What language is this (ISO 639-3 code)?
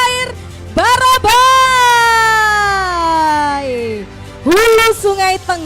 bjn